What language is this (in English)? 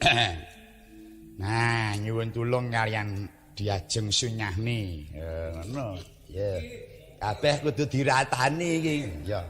Javanese